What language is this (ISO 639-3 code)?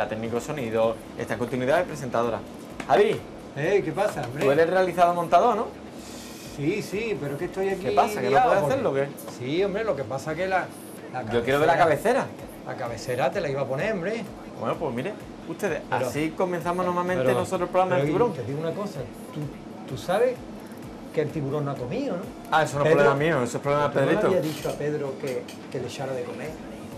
spa